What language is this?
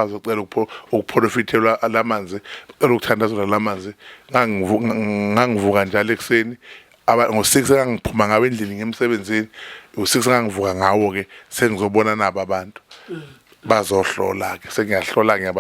Zulu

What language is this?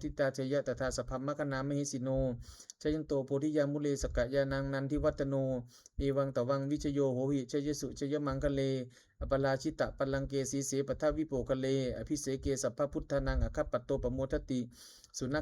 Pali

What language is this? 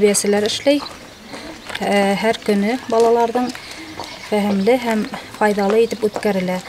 Bashkir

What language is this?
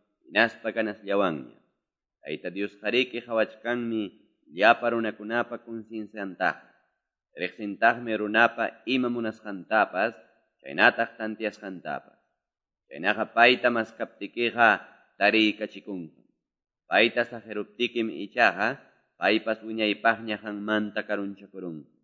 Quechua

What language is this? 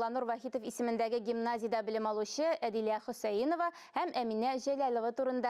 Tatar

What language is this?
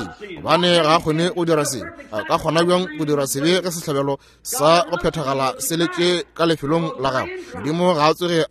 Northern Sotho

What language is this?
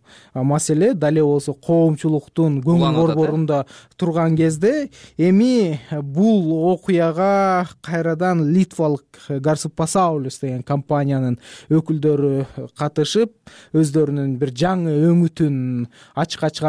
Kyrgyz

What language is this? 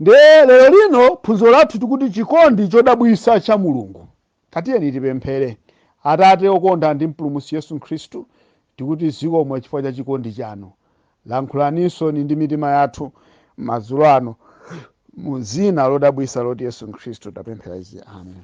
Nyanja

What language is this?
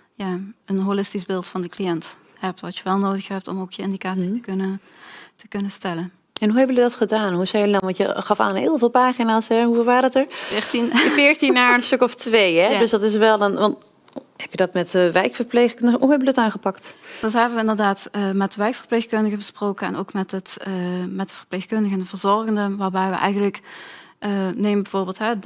Dutch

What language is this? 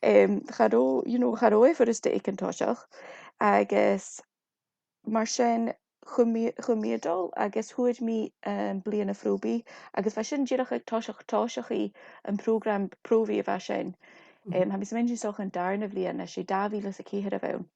Scottish Gaelic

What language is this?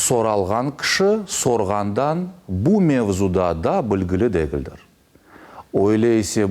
Crimean Tatar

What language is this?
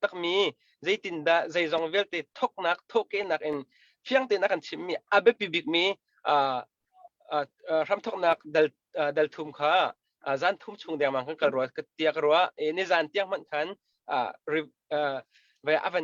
Hakha Chin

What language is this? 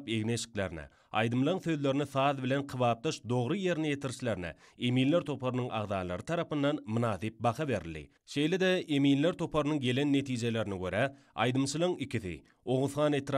Turkmen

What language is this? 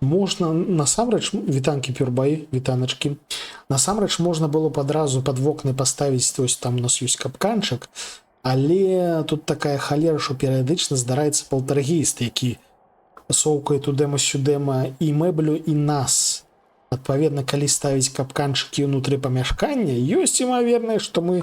Belarusian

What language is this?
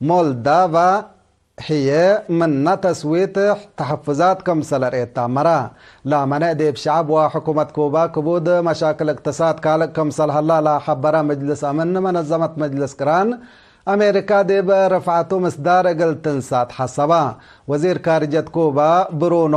Tigre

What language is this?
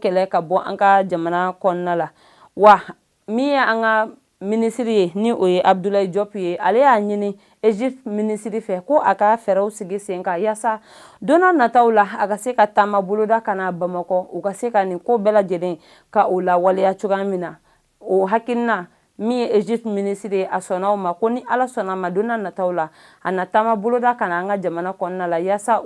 Bambara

